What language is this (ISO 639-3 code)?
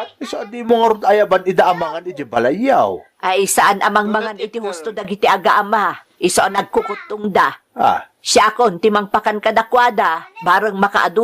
ilo